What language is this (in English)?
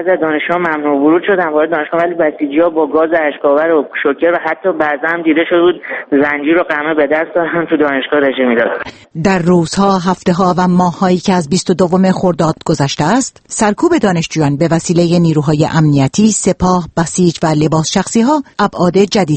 Persian